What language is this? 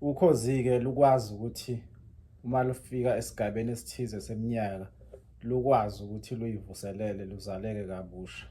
Zulu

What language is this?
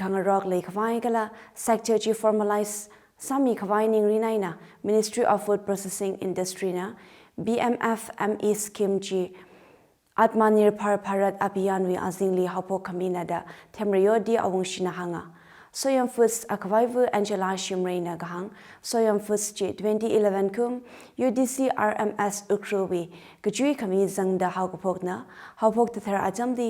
Tangkhul Naga (India)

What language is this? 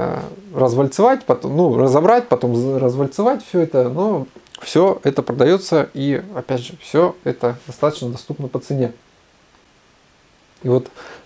Russian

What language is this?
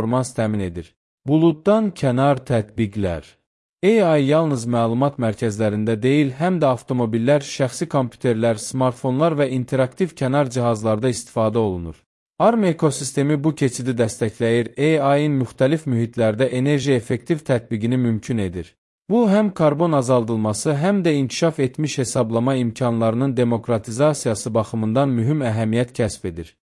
Azerbaijani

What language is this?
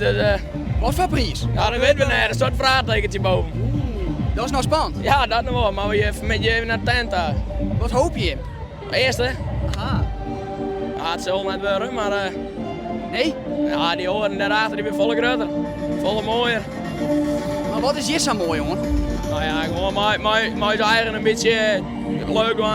Western Frisian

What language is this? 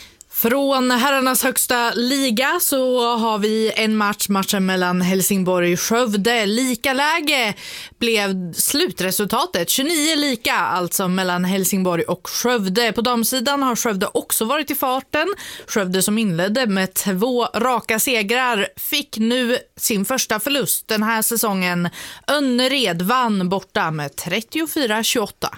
Swedish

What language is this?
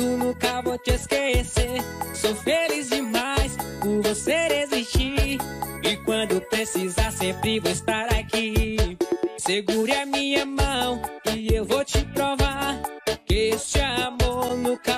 Portuguese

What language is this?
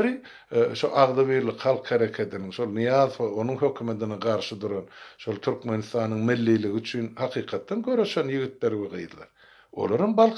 Turkmen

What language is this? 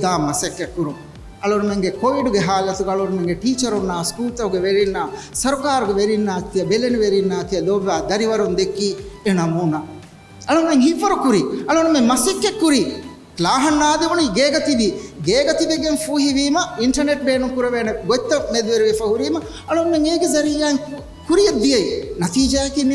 Divehi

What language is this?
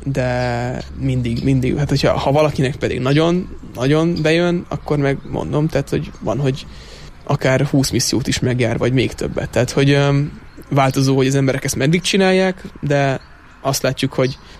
Hungarian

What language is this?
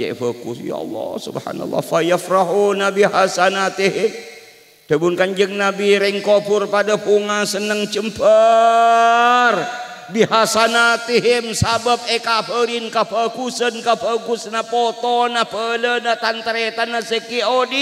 Madurese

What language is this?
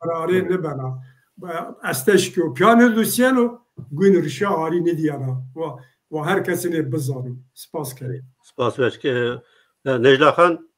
Zaza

